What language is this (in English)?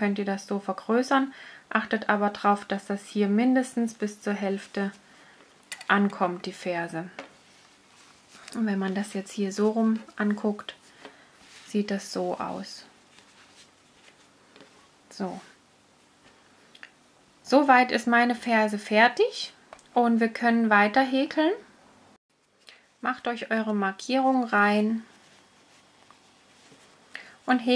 German